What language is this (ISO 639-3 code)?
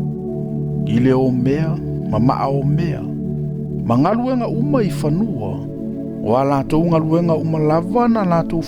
smo